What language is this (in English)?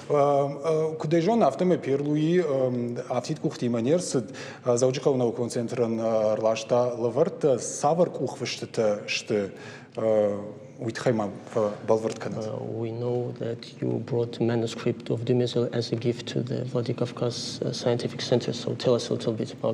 Ossetic